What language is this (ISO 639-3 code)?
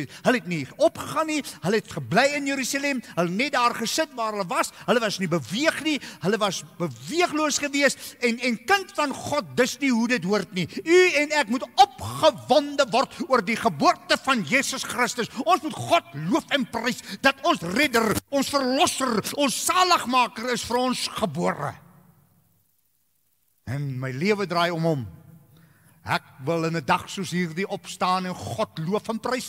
afr